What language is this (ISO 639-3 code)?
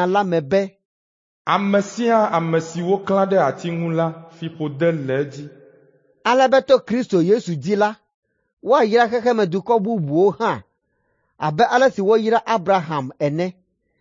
ewe